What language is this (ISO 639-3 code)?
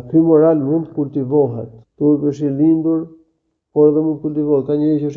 sqi